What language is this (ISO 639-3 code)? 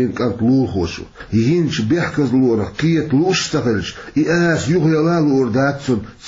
che